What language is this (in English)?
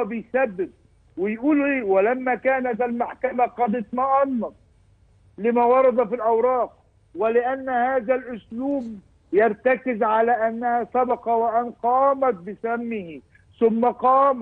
Egyptian Arabic